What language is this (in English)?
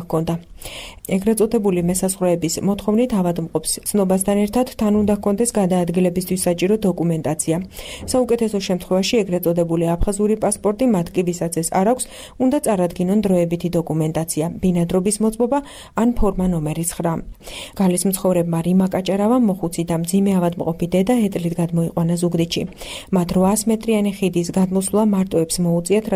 Georgian